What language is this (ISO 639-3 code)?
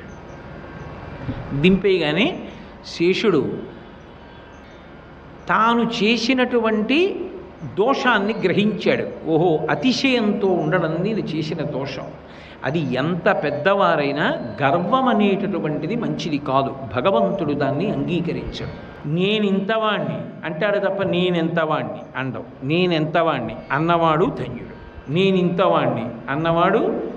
tel